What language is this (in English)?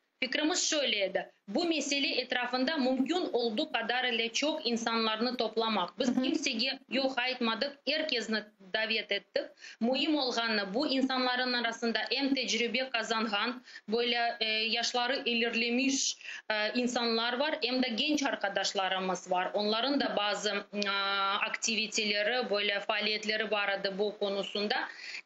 Crimean Tatar